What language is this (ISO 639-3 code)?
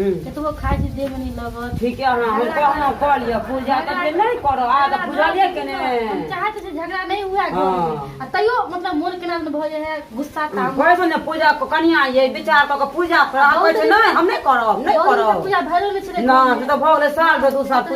mai